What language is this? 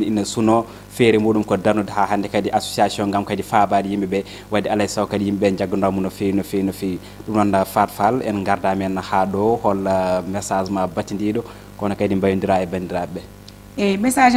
Fula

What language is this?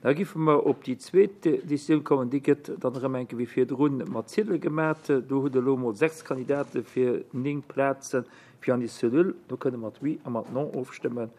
Luxembourgish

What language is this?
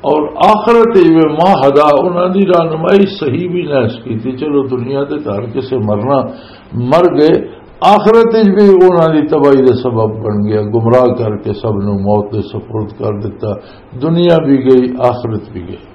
Western Panjabi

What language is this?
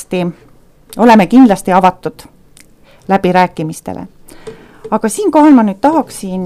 Estonian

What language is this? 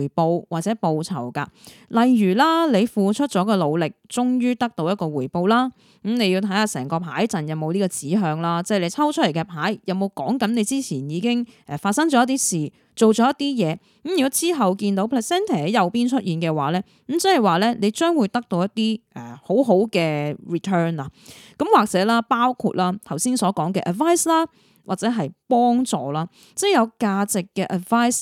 Cantonese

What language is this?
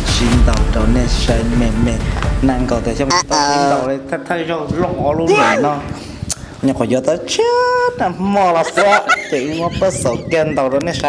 Hmong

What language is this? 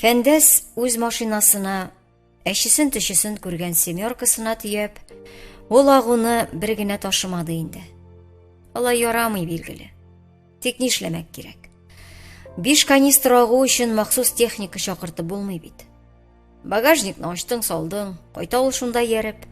Tatar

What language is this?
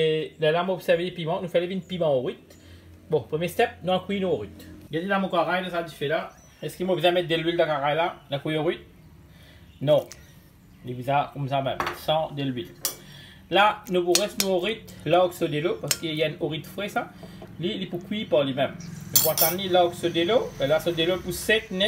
Morisyen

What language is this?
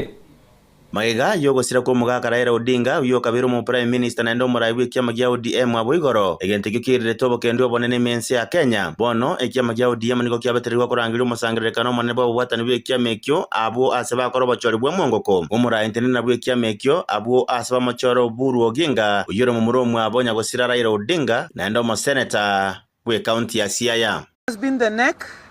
Gusii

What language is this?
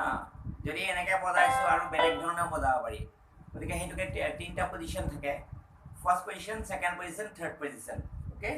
Assamese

